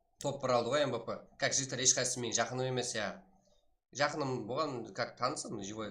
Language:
Kara-Kalpak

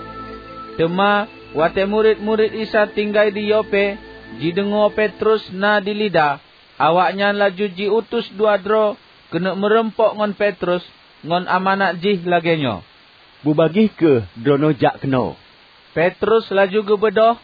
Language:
Achinese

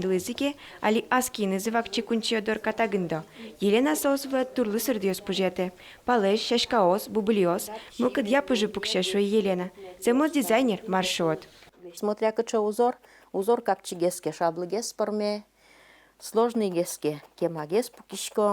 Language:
Udmurt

